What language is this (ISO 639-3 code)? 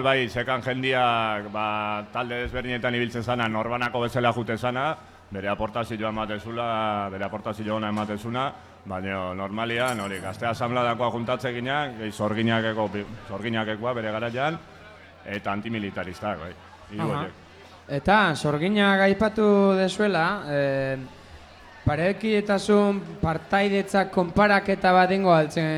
eus